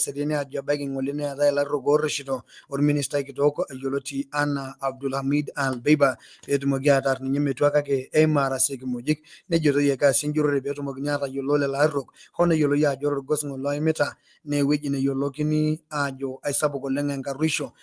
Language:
Masai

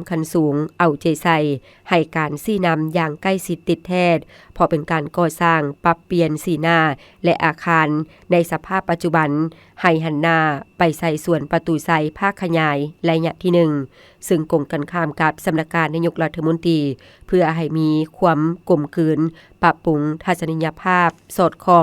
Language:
Lao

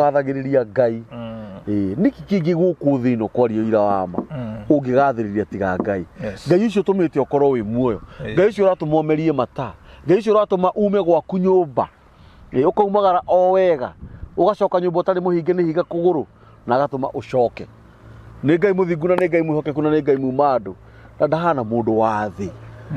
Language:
Kikuyu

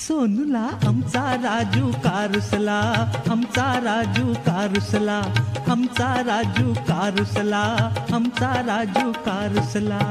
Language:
Marathi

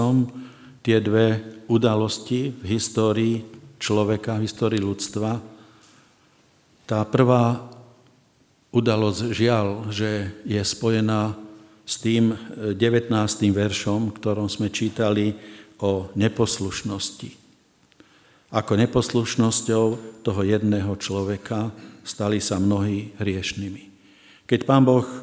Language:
Slovak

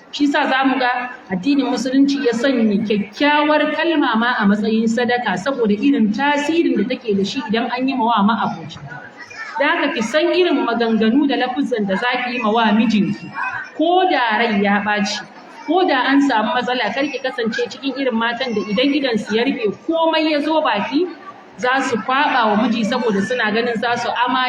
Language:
Hausa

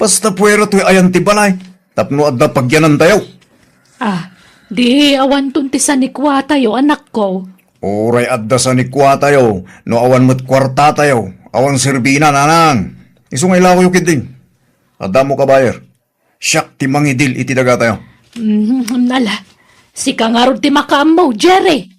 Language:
Iloko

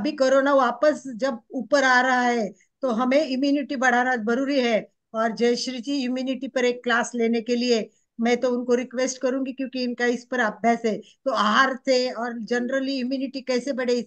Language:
Hindi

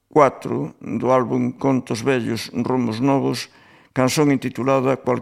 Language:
Galician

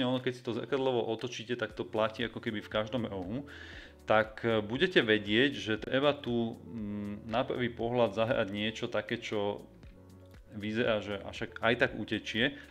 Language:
Slovak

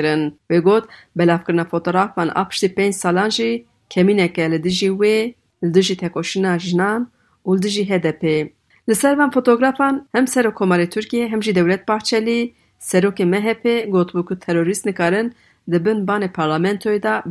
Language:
Kurdish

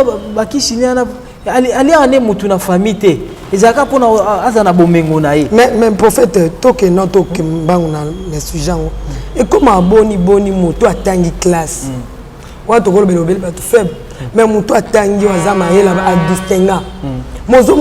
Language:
Lingala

